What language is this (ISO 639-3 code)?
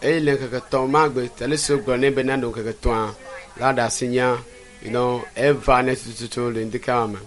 ewe